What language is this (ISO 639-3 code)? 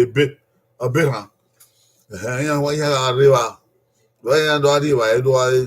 bin